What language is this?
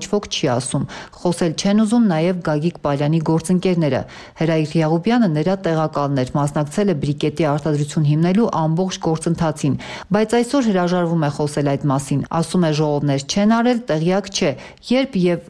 Armenian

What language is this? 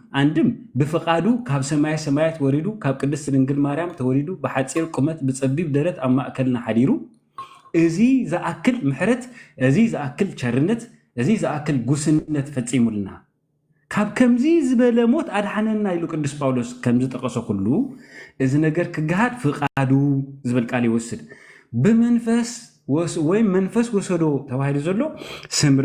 Tigrinya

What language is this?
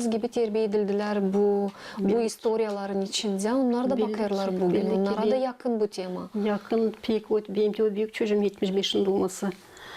Gagauz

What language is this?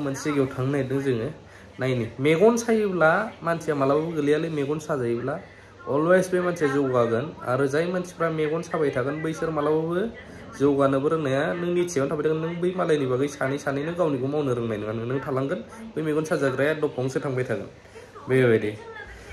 Bodo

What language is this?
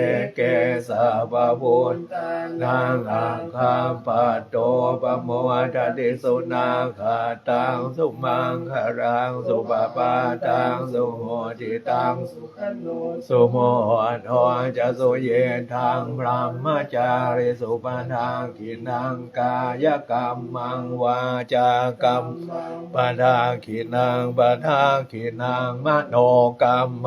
Pali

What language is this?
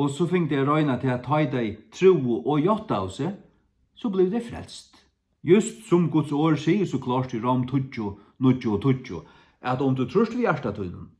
Faroese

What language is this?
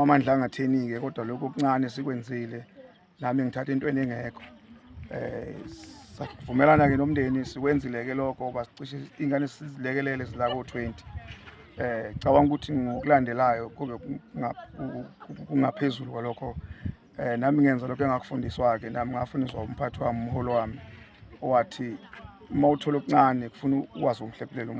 Zulu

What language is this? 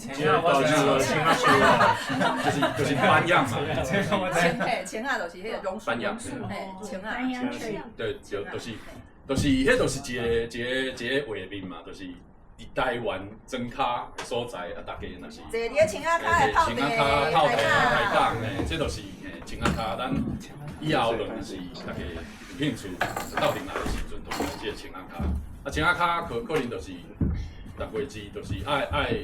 Min Nan Chinese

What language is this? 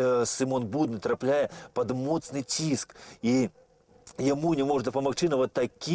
Belarusian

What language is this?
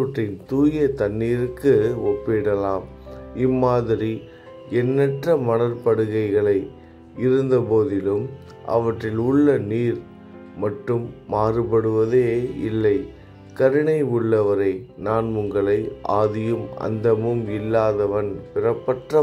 Tamil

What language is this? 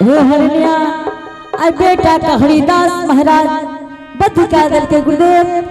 Angika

